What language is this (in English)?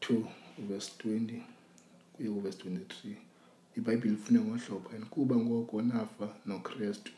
Xhosa